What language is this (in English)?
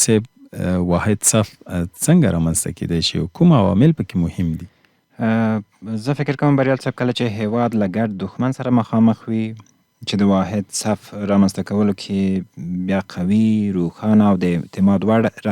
Pashto